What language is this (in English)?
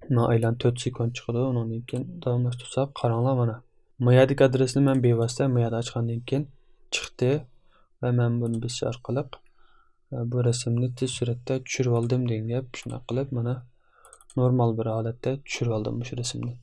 Uyghur